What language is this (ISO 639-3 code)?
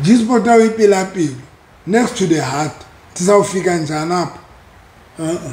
sot